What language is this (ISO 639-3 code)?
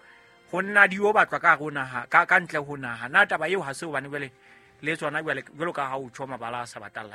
sot